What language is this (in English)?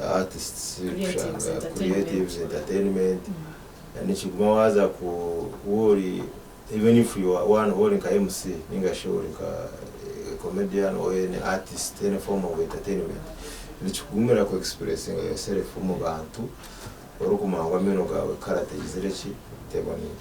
Nyankole